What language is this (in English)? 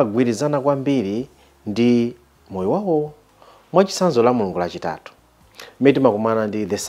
Nyanja